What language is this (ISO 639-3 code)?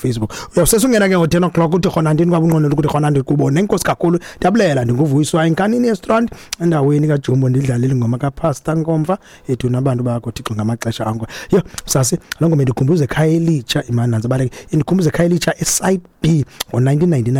xho